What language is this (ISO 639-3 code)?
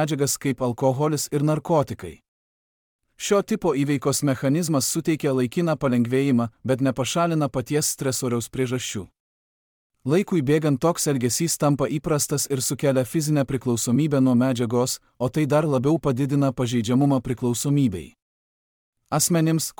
lit